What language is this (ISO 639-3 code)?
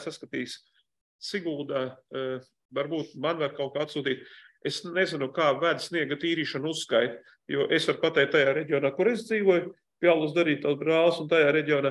lav